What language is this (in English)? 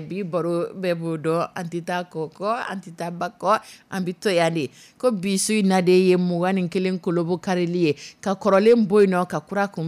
Dyula